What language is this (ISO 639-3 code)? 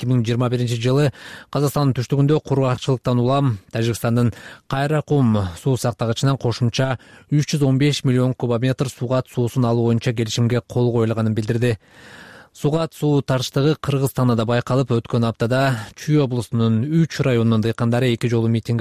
kir